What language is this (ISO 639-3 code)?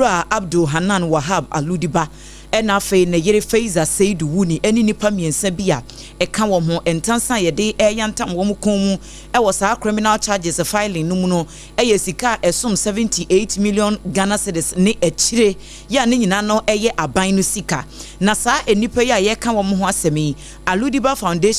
aka